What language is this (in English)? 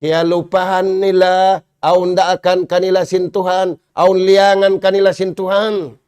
Tausug